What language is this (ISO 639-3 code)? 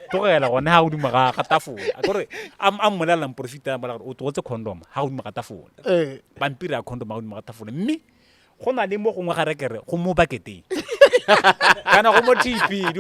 tsn